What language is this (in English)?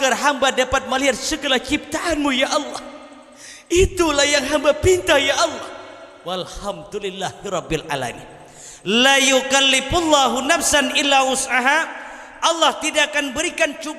Banjar